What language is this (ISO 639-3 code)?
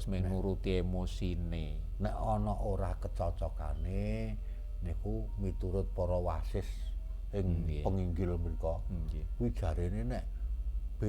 jav